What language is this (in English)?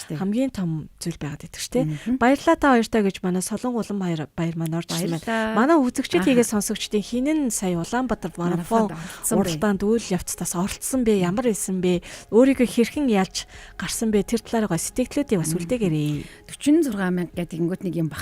Mongolian